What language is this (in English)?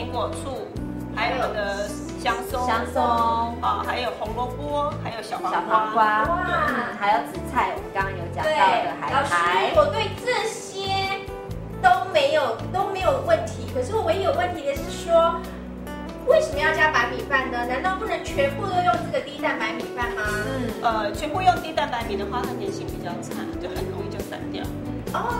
Chinese